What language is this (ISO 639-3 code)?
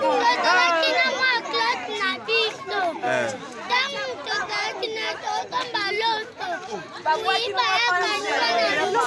lin